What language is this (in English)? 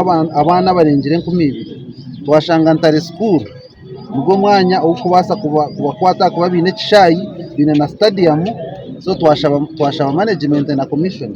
Nyankole